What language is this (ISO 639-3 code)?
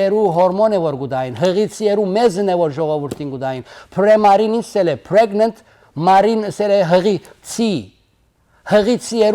hyw